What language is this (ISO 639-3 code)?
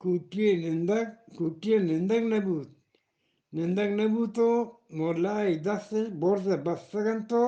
bgp